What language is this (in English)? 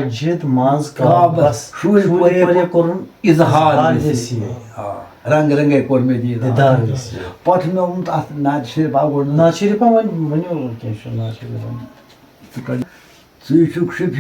Kashmiri